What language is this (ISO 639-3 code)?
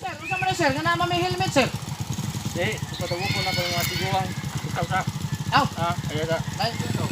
ceb